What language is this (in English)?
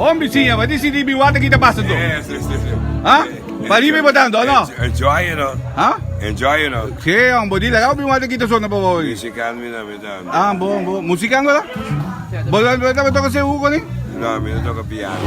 Papiamento